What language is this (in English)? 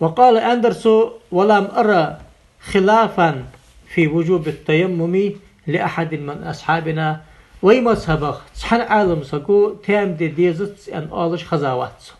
Ingush